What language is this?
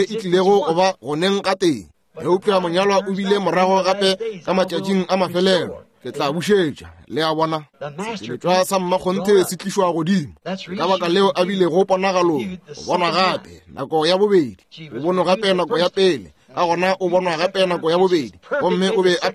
Northern Sotho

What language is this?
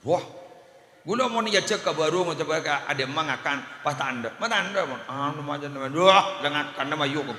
Madurese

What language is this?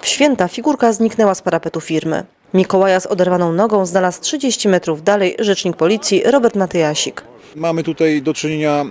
Polish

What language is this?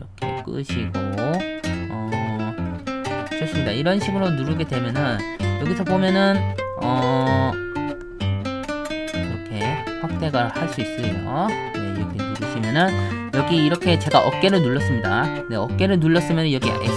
Korean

